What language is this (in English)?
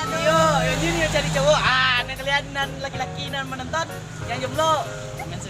Minangkabau